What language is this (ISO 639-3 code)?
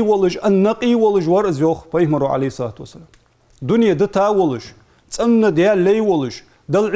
inh